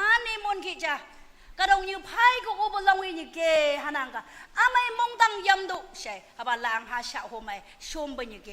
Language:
Naga Pidgin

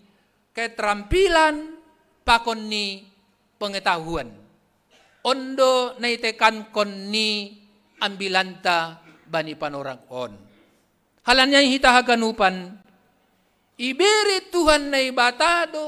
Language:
Batak Simalungun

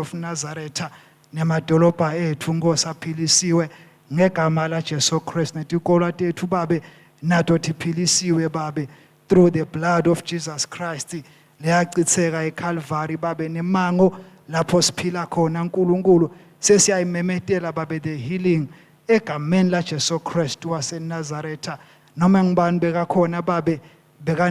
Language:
Swati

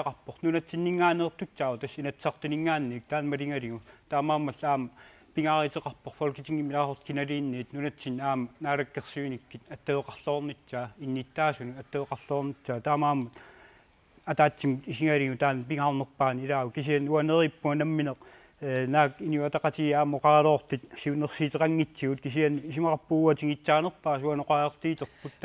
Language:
Kalaallisut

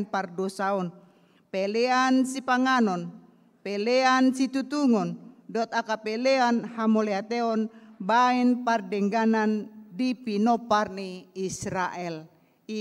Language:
Batak Toba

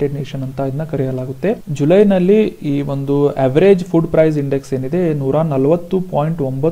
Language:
Kannada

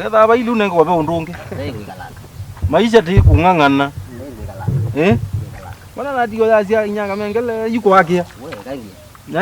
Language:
Kamba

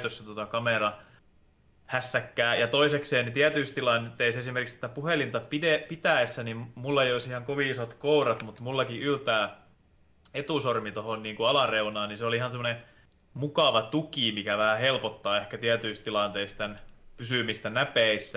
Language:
Finnish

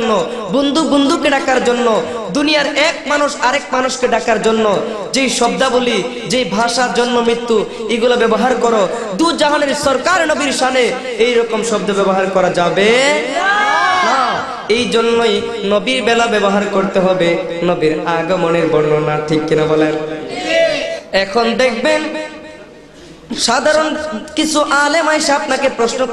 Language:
Bangla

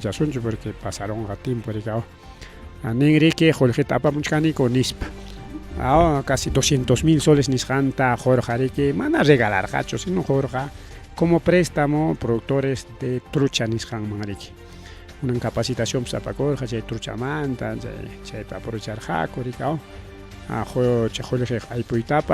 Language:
Ayacucho Quechua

